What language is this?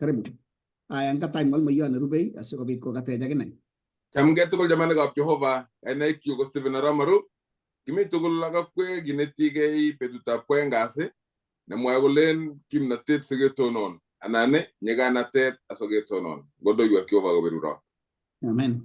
Kalenjin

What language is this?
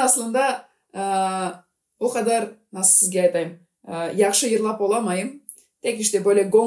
Gagauz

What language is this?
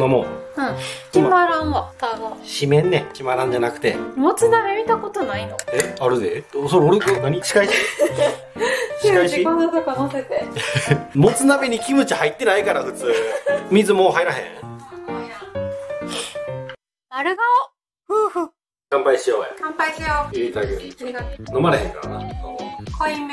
Japanese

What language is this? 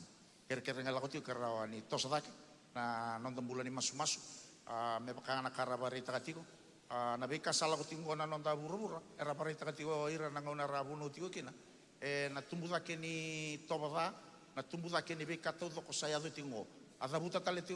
Fijian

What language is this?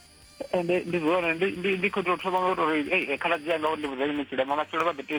Venda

